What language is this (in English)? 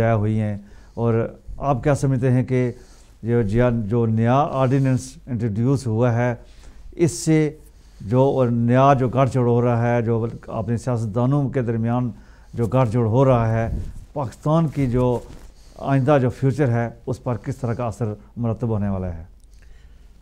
Urdu